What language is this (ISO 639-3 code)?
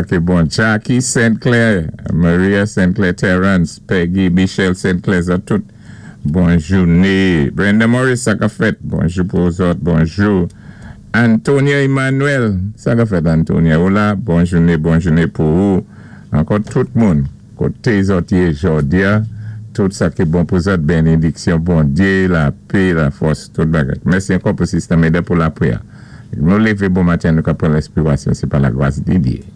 acf